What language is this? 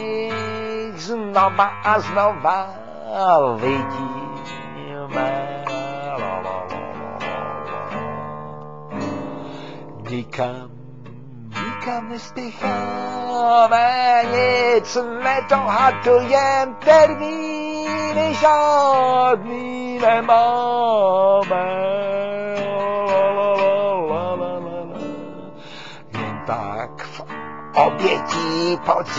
Czech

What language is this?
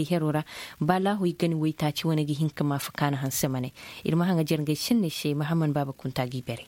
Zarma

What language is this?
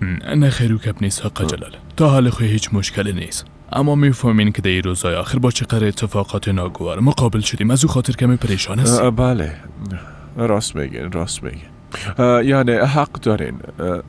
Persian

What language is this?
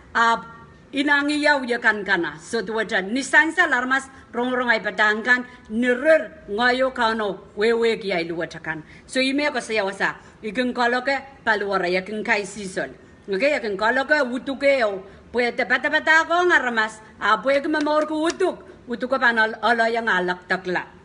Pohnpeian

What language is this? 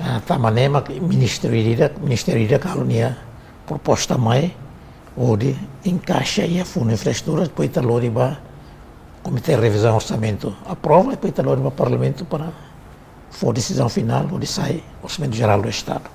Tetum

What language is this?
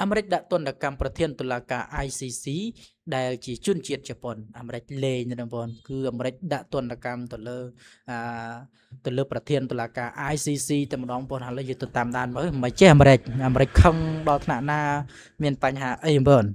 Khmer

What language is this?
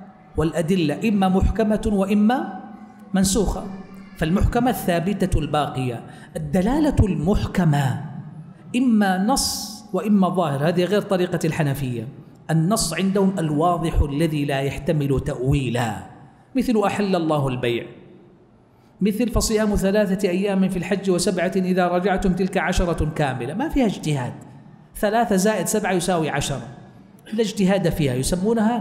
Arabic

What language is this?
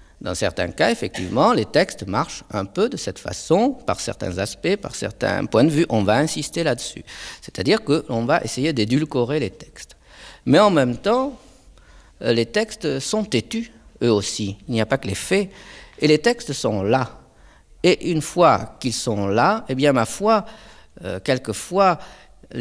French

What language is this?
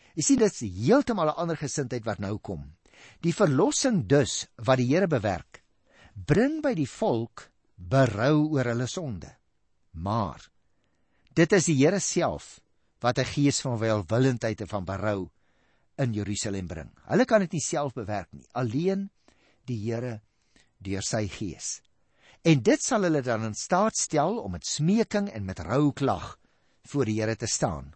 Afrikaans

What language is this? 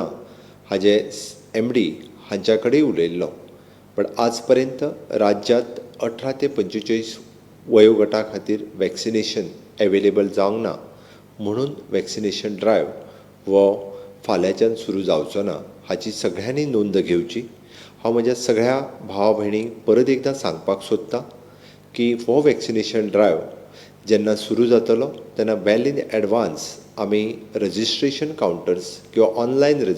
Konkani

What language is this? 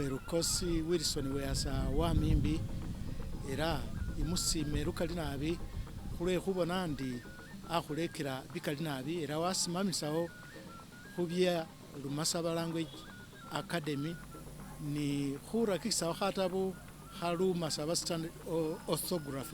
Masaaba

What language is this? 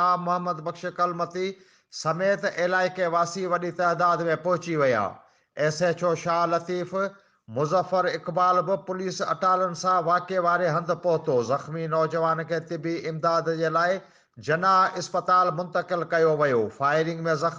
Sindhi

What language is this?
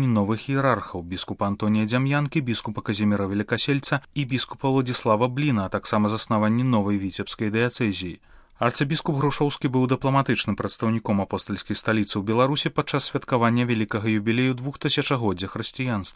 Belarusian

